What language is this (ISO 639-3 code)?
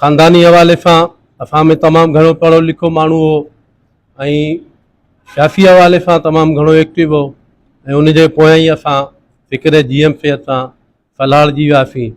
snd